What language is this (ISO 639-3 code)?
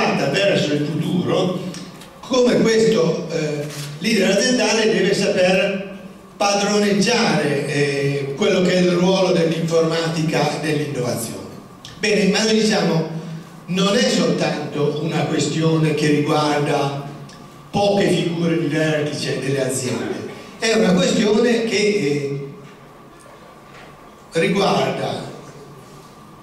ita